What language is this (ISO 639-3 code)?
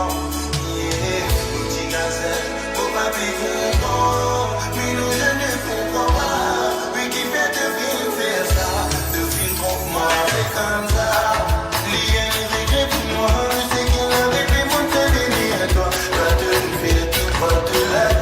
mfe